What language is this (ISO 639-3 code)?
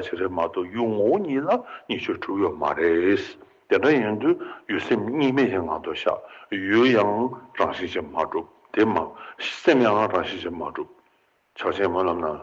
bod